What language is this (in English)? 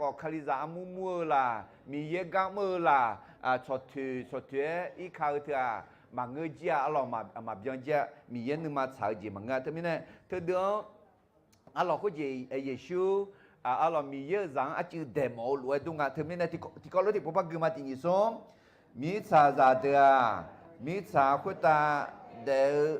Akha